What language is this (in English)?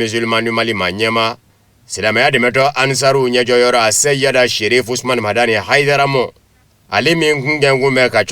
Bambara